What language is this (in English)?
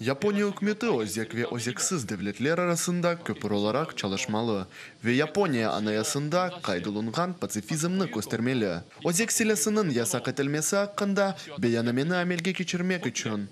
Crimean Tatar